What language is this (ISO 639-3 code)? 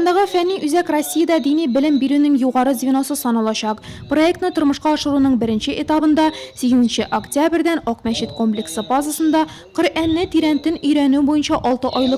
tat